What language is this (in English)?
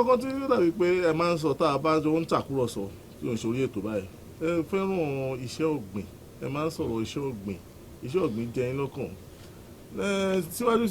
Yoruba